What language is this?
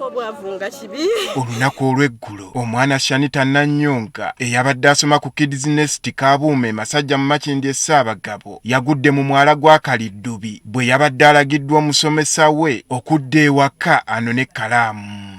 Ganda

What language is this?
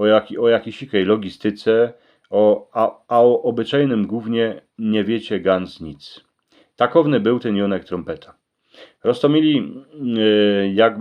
Silesian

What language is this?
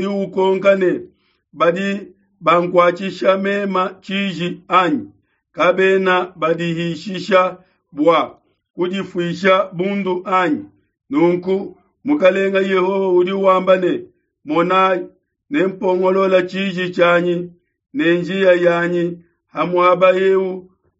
Luba-Lulua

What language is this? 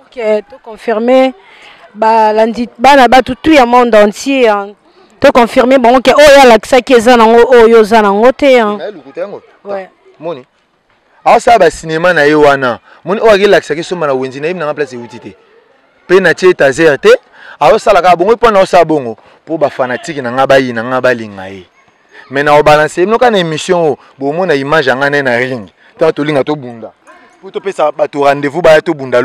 Lingala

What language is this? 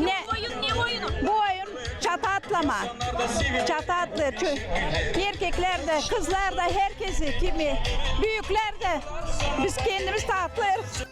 Gagauz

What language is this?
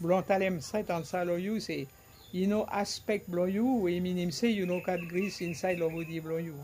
Bislama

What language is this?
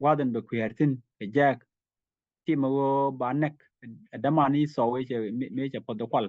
Nuer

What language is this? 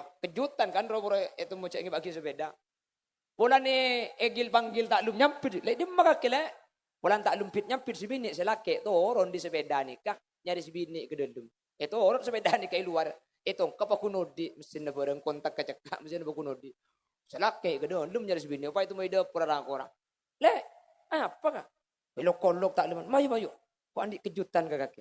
Madurese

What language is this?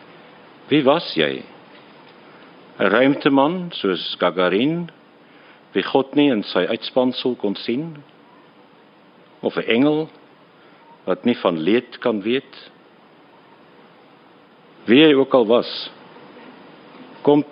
Afrikaans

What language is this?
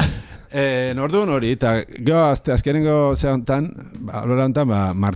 Basque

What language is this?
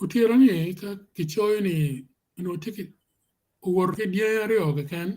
Acoli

